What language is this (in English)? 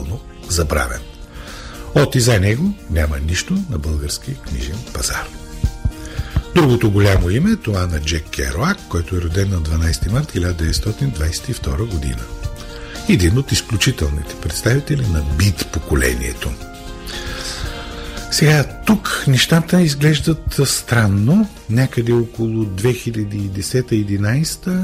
Bulgarian